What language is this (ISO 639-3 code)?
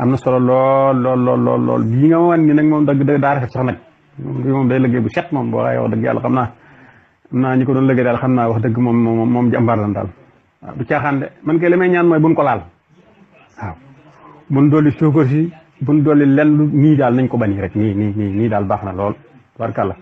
wol